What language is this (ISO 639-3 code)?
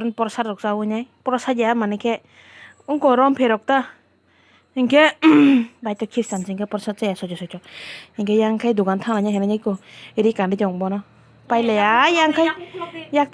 trp